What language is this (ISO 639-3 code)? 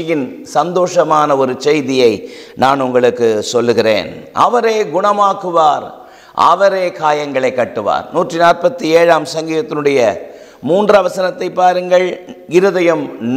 tam